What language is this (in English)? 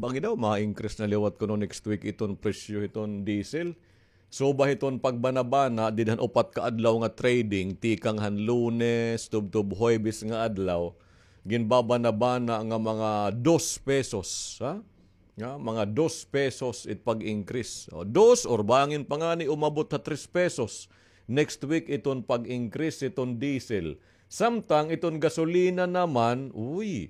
Waray